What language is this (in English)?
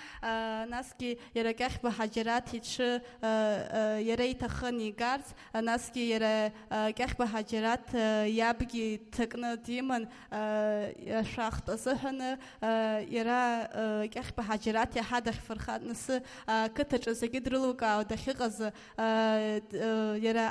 Abkhazian